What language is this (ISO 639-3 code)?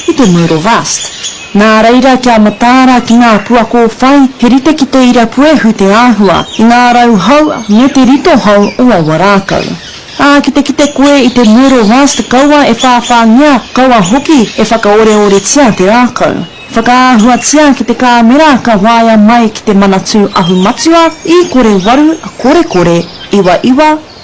mri